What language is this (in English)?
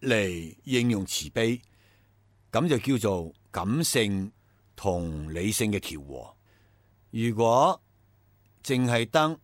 Cantonese